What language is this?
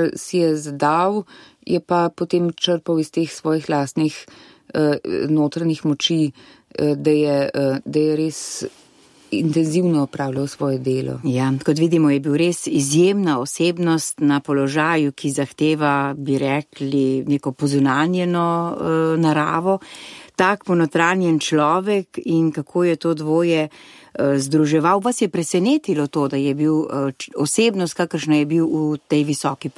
Slovenian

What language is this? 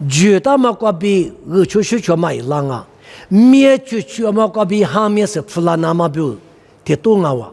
Lisu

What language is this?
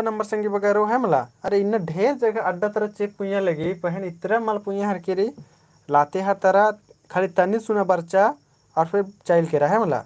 Kurukh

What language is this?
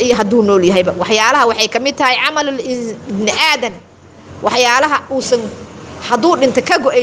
Somali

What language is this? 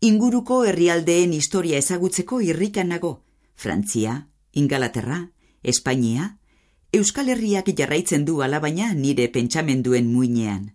Basque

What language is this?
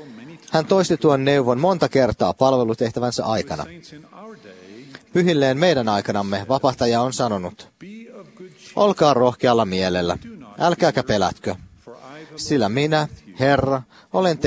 Finnish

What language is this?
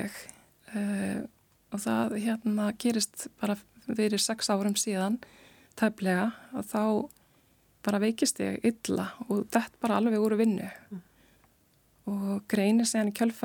Icelandic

